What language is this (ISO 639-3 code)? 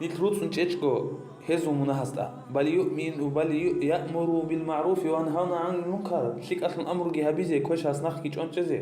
ava